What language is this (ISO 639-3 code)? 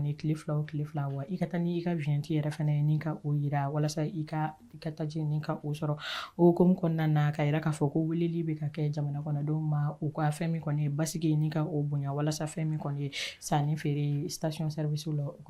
bam